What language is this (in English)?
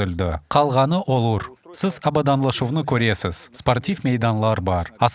Crimean Tatar